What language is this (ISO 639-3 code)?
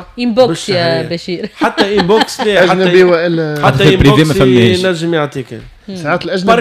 aeb